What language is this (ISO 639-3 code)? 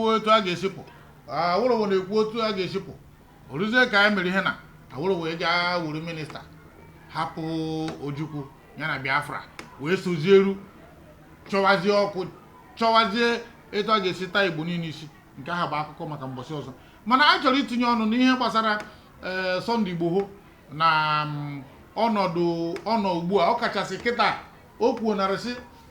ibo